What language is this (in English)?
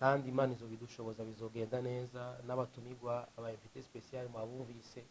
Rundi